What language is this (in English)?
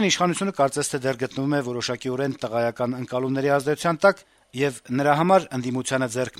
Armenian